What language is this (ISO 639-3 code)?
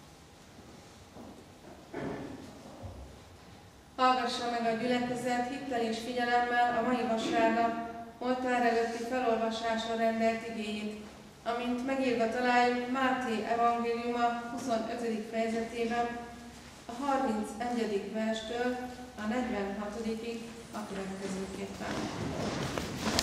hun